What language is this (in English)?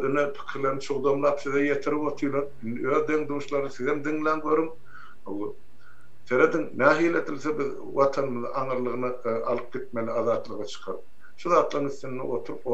Turkmen